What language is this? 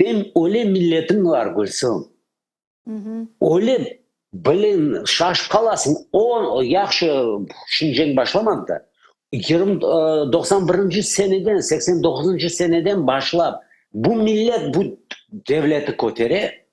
Crimean Tatar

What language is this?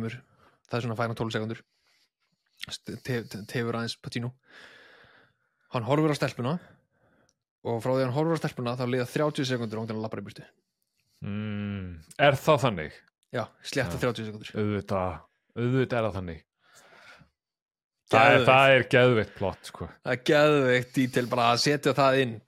Icelandic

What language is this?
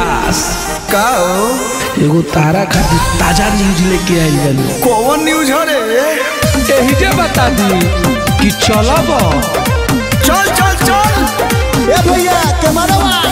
Bhojpuri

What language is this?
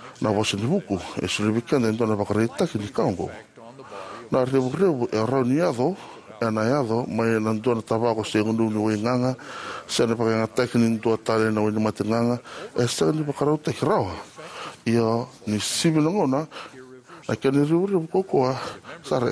Fijian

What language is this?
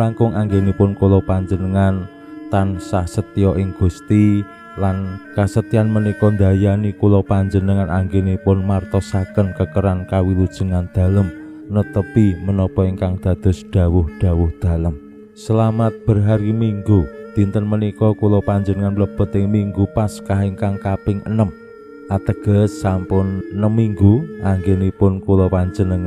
Javanese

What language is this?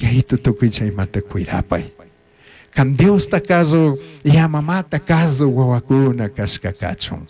Chimborazo Highland Quichua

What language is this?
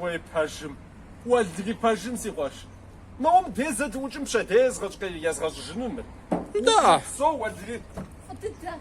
Kabardian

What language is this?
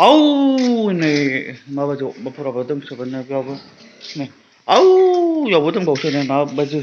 Bodo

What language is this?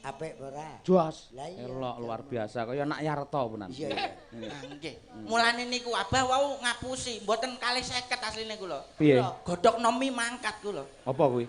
Javanese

